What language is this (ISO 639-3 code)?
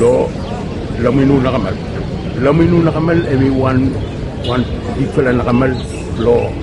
bis